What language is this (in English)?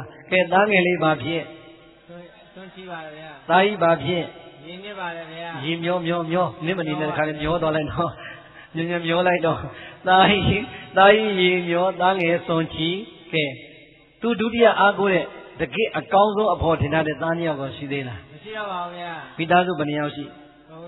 Burmese